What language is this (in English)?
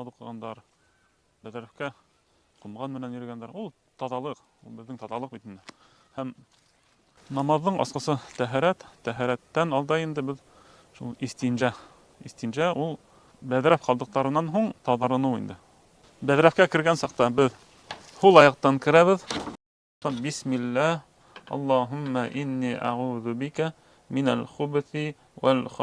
Bashkir